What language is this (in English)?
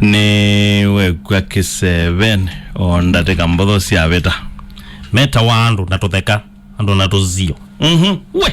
Kamba